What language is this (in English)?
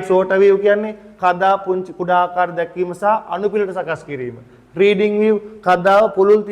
Sinhala